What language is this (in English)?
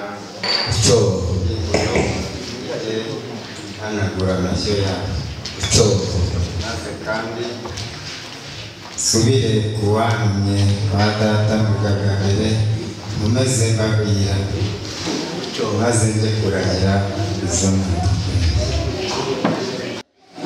Kinyarwanda